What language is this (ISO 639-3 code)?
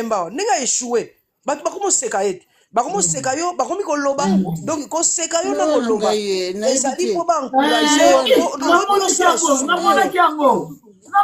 lin